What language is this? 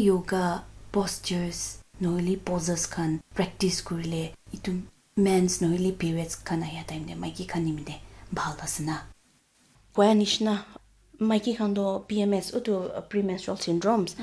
Naga Pidgin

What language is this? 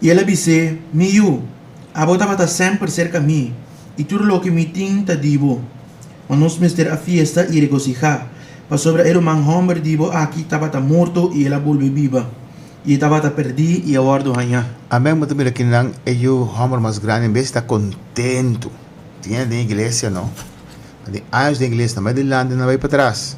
Papiamento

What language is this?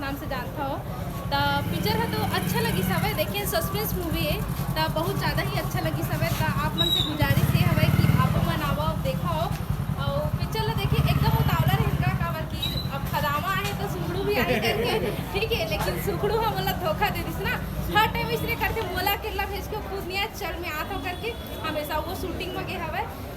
Chhattisgarhi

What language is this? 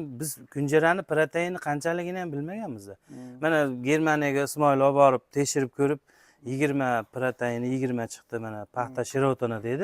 Uzbek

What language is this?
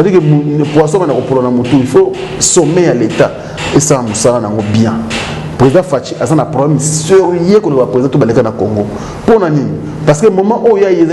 Lingala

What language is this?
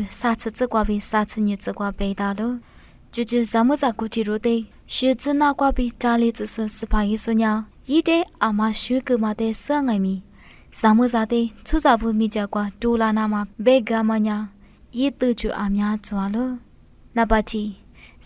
Lisu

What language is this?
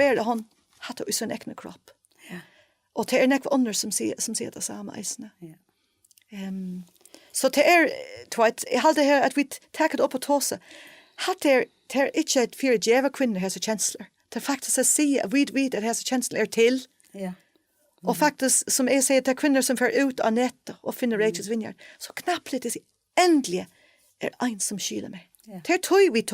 Faroese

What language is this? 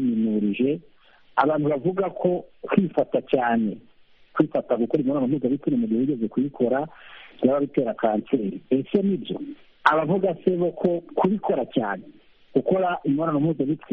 Kinyarwanda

